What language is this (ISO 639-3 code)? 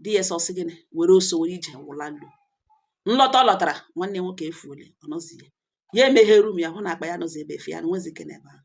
ibo